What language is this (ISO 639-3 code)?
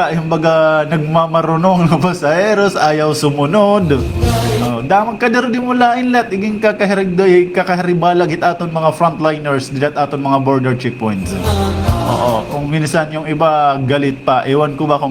war